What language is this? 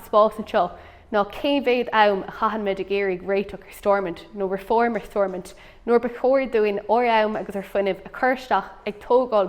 Irish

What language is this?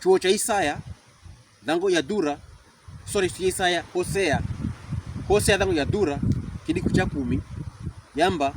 Pokomo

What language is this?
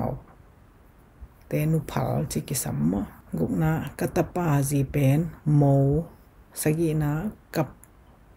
Tedim Chin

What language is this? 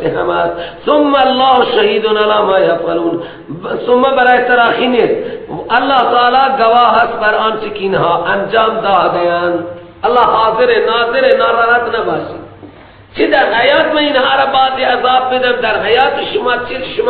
Persian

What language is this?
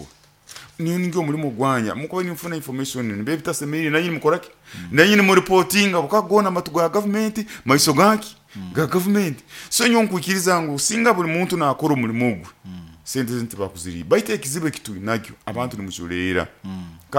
Nyoro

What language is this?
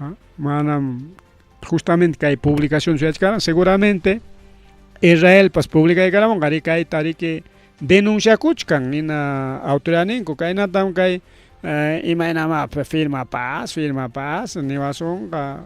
Ayacucho Quechua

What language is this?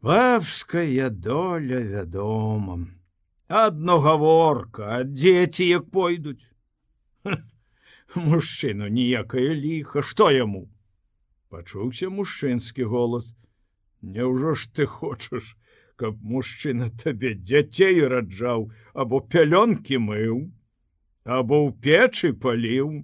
Belarusian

